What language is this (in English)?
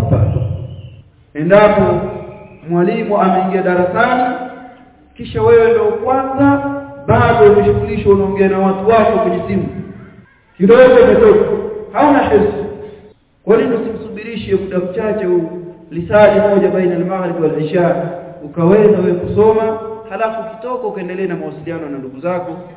Swahili